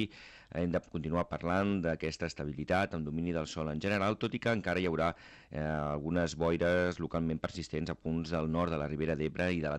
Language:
Catalan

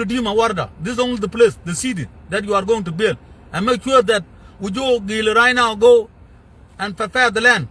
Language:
Nuer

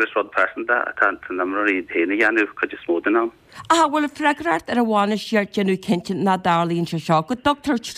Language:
Irish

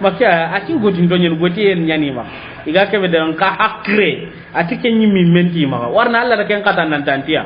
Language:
Soninke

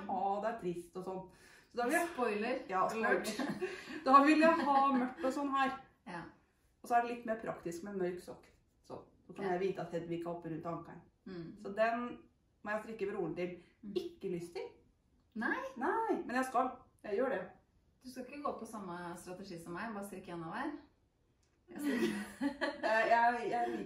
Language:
Norwegian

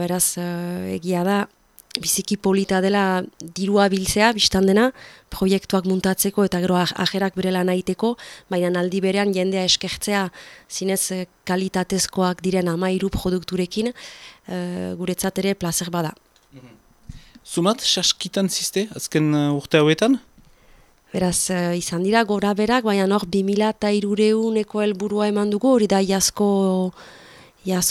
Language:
Basque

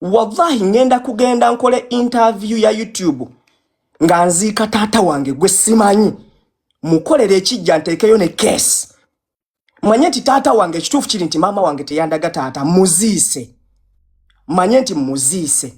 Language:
Ganda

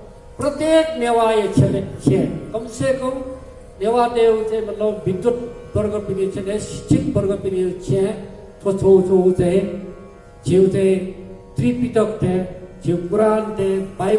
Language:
Newari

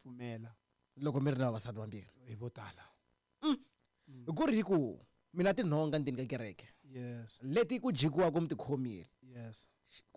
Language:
Tsonga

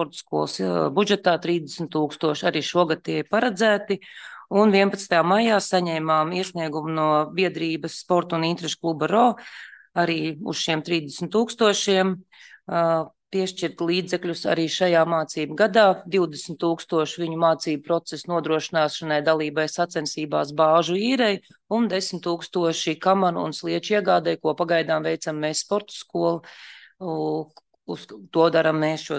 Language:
Latvian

